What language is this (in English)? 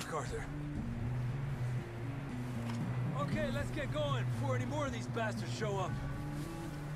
English